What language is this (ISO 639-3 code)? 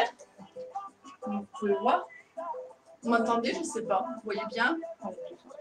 fra